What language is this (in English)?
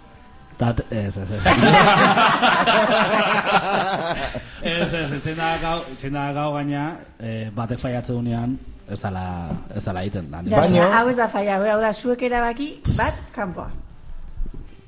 Basque